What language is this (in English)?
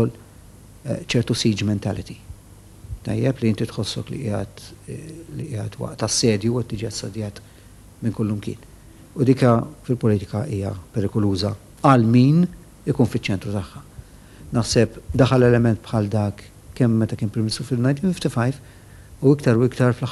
Maltese